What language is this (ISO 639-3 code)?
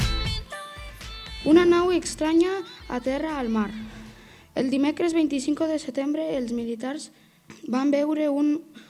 cat